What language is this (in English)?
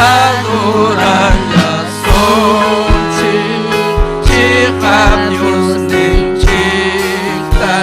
Ayacucho Quechua